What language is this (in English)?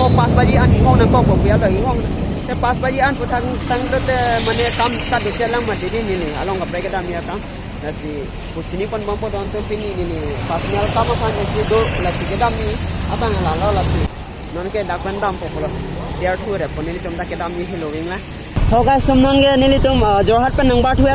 Karbi